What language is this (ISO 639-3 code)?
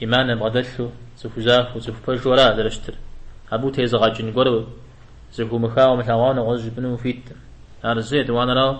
kbd